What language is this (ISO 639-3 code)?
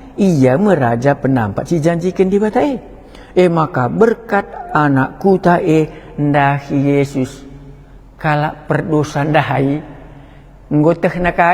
btx